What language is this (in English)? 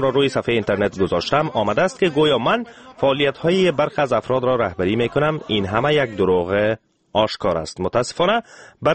Persian